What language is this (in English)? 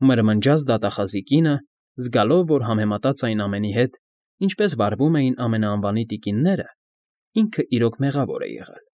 Armenian